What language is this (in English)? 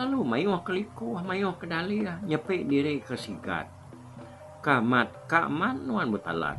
Iban